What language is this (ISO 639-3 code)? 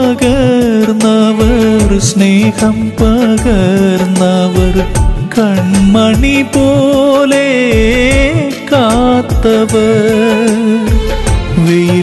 mal